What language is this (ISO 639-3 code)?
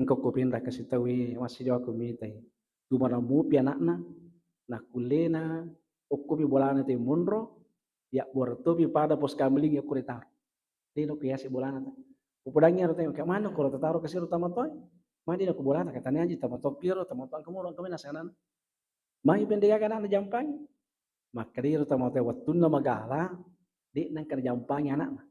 bug